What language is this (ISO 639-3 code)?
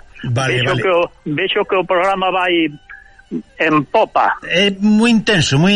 glg